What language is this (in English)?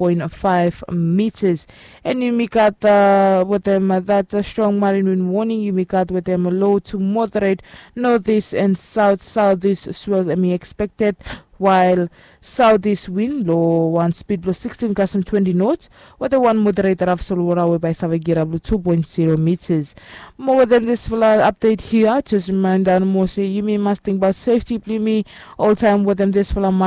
Bislama